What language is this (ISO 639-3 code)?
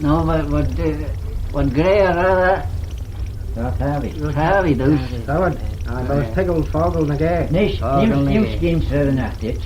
glv